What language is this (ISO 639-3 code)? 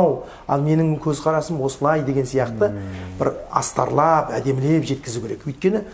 kaz